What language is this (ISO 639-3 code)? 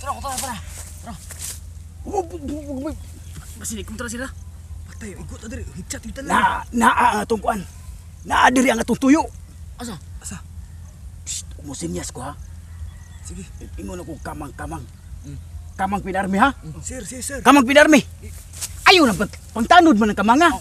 ceb